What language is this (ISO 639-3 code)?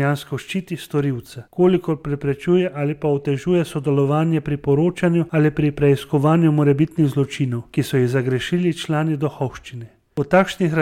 slv